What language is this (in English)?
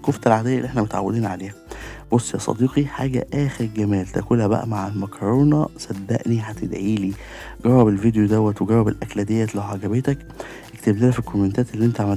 Egyptian Arabic